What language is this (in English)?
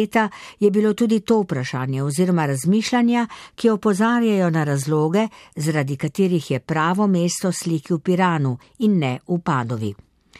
Slovenian